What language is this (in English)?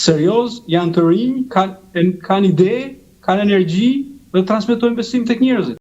Albanian